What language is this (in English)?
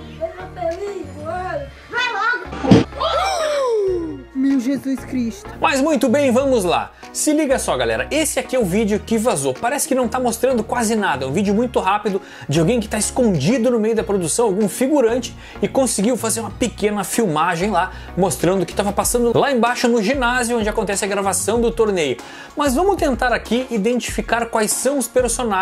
Portuguese